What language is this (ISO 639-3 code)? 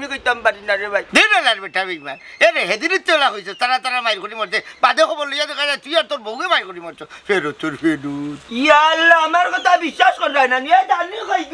syl